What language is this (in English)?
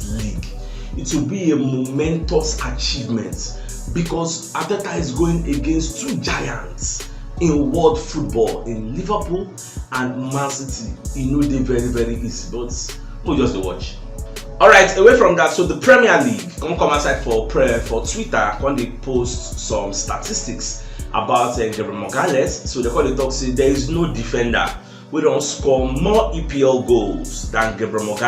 Nigerian Pidgin